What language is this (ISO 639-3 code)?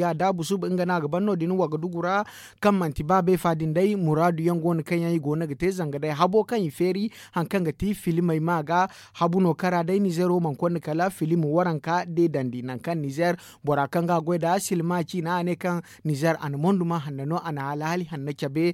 dje